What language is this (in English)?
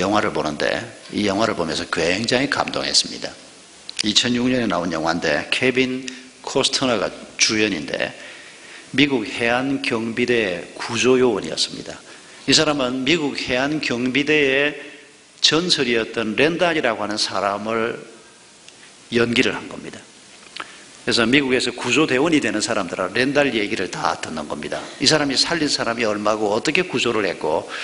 Korean